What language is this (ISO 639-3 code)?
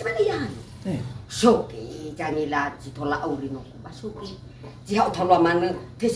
nia